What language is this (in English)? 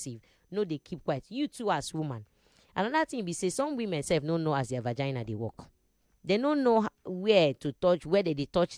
Nigerian Pidgin